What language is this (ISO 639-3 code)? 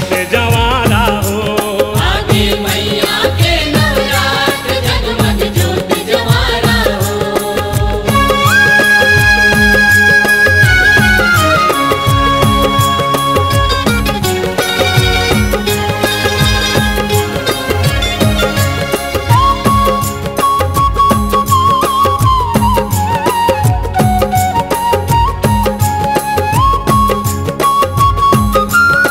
hne